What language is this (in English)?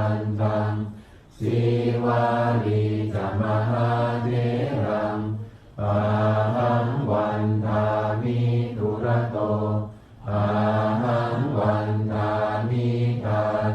Pali